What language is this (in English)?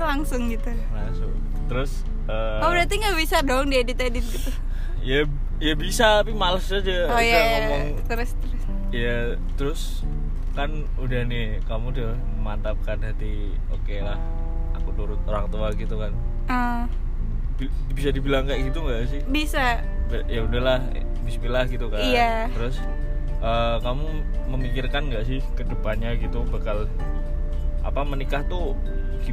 Indonesian